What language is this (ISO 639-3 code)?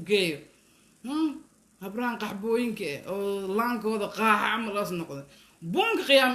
som